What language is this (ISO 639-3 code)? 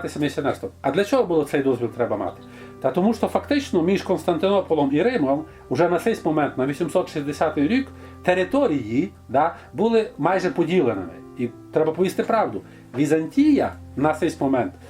rue